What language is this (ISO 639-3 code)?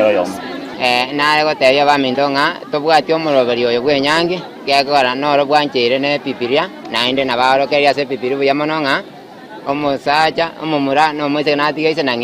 guz